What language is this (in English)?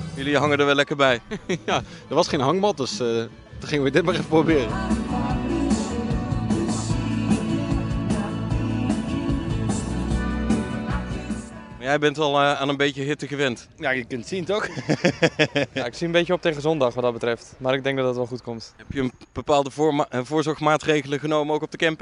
Dutch